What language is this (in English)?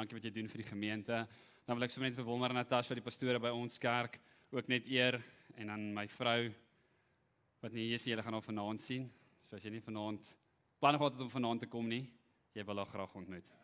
Afrikaans